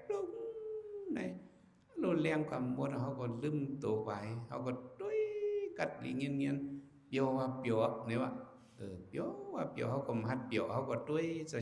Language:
Shan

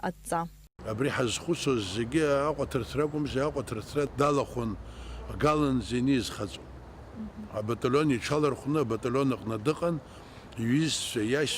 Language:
Abkhazian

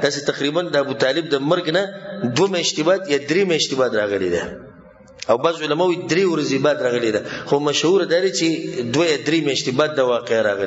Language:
Pashto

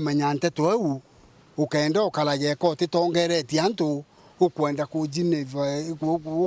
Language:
Meru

